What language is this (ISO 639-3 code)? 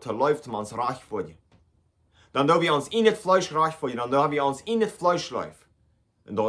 pdt